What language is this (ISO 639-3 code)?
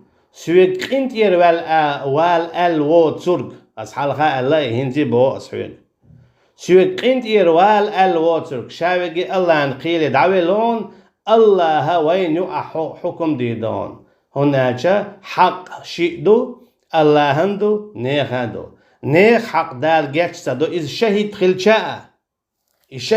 che